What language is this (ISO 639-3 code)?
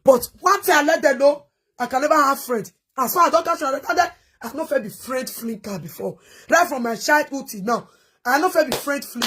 pcm